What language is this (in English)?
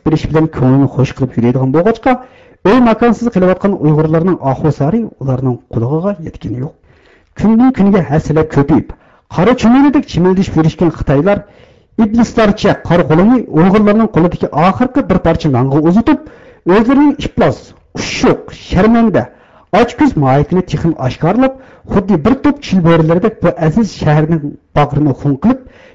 Uyghur